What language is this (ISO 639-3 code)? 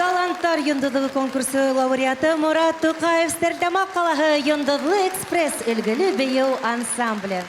bak